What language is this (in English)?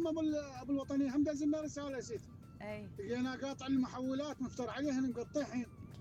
Mesopotamian Arabic